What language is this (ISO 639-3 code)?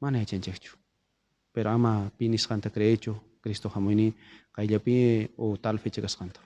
quh